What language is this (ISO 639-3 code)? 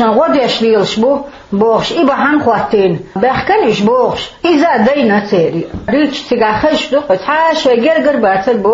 che